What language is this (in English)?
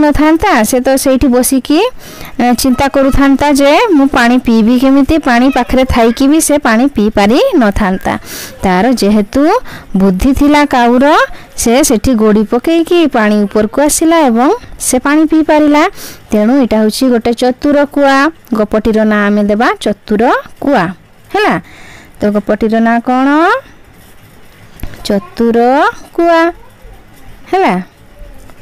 Odia